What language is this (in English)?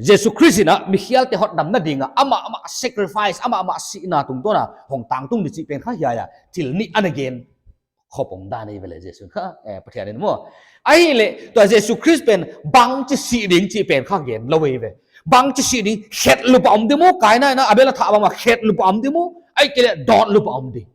Paite Chin